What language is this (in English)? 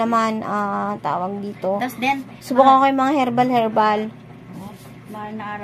Filipino